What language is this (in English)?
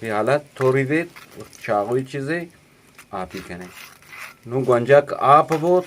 Eastern Balochi